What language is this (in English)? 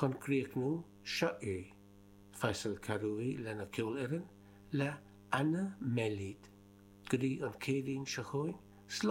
Irish